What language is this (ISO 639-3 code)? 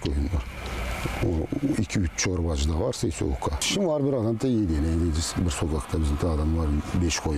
gag